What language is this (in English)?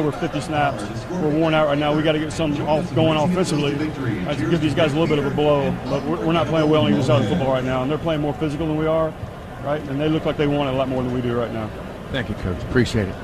English